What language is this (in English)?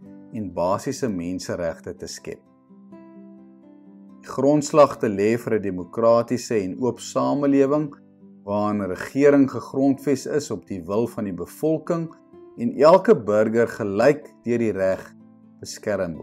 Afrikaans